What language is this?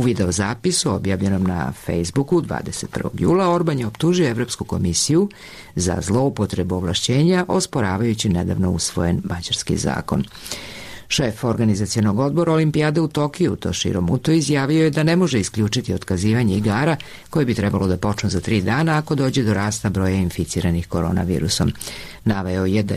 Serbian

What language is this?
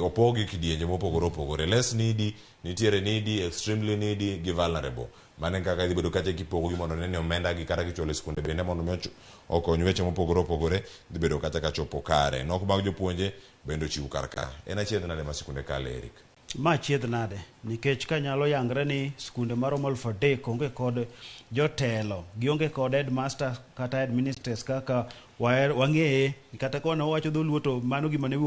Luo (Kenya and Tanzania)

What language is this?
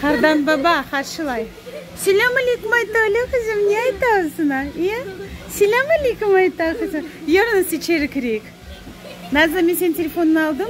Crimean Tatar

